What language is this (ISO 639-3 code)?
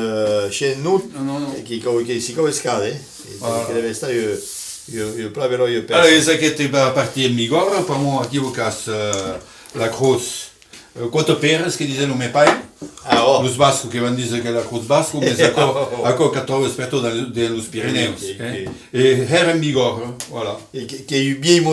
oci